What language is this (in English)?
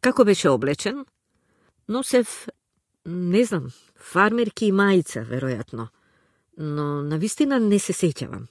Macedonian